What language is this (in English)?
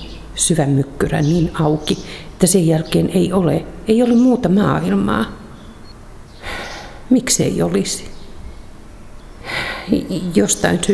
Finnish